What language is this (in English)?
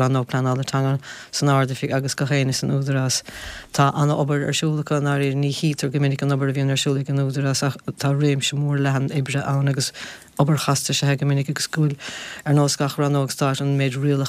Irish